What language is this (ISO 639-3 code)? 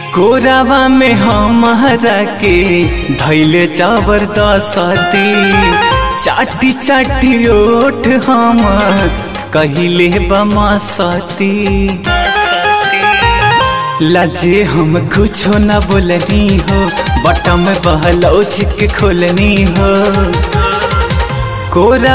bho